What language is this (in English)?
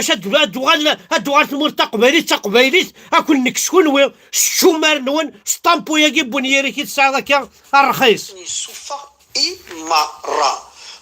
Kabyle